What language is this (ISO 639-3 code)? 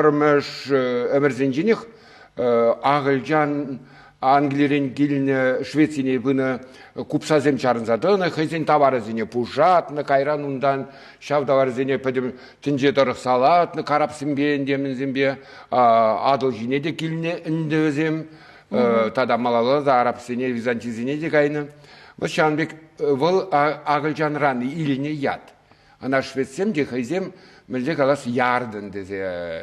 chv